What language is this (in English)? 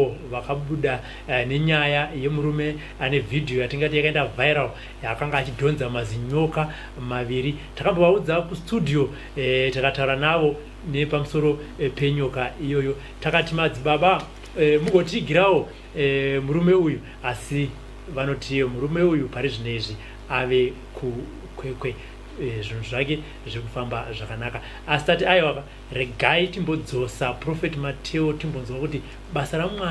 Shona